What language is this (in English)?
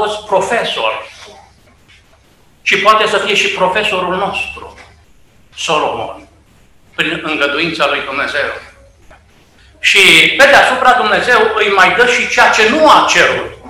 Romanian